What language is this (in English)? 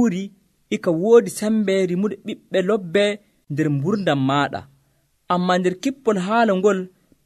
Nigerian Fulfulde